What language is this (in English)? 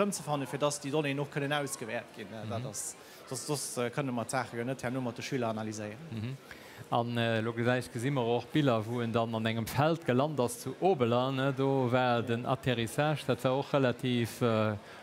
Luxembourgish